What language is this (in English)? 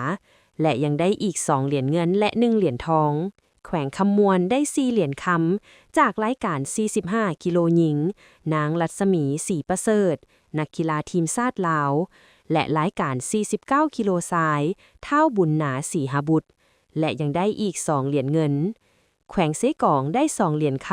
Lao